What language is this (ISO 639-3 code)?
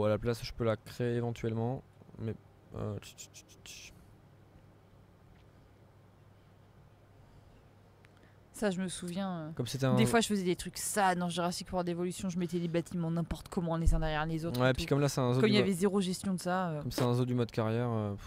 fra